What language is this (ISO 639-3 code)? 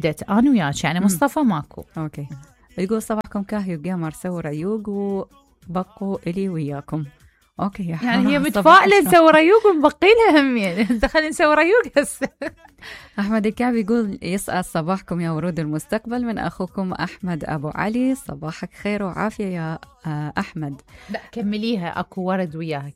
acm